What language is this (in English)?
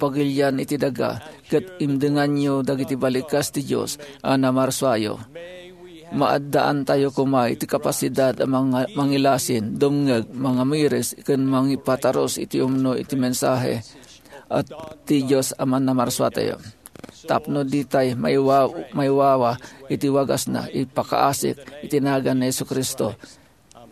Iloko